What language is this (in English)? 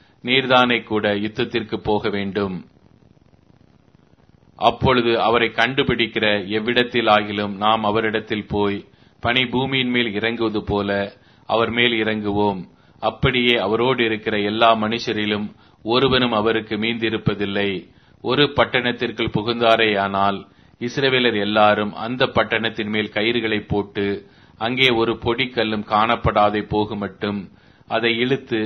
Tamil